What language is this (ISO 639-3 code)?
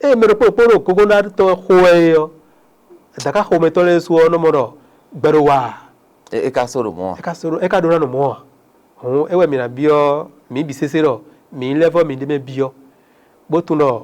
fon